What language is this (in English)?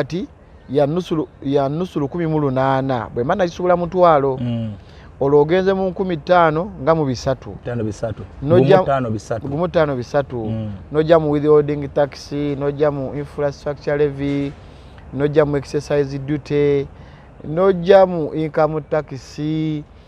Ganda